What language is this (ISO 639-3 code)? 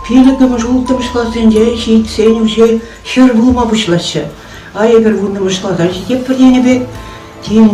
chv